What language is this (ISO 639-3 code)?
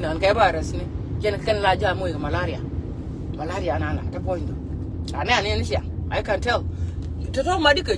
nus